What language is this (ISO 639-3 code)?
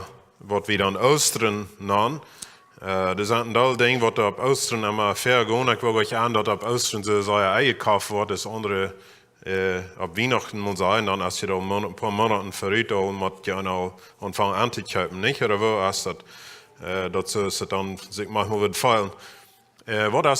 pdt